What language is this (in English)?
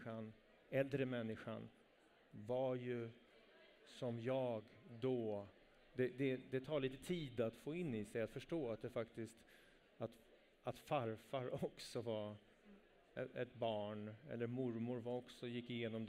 Swedish